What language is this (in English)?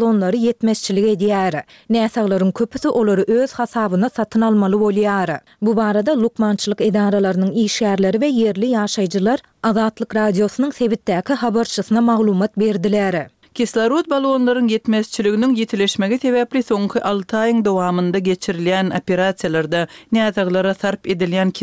Turkmen